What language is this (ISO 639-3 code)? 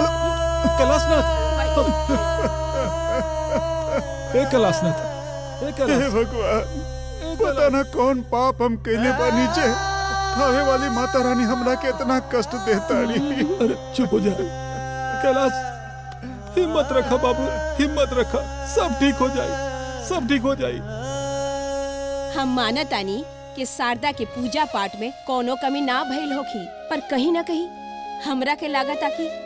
bho